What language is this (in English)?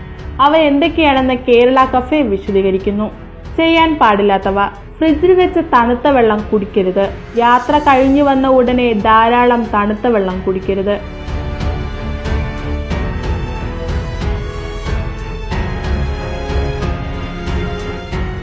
Malayalam